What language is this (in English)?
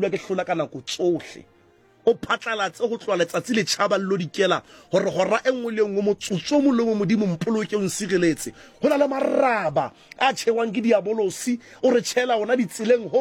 Southern Sotho